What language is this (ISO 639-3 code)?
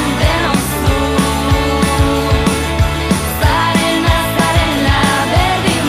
eus